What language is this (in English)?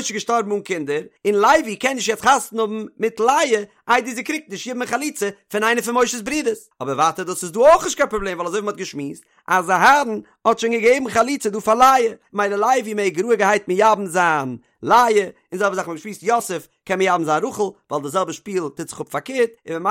Yiddish